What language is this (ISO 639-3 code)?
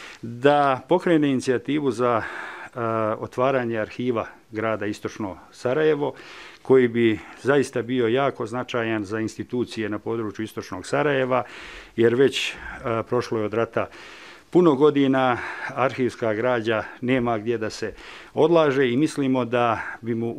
srp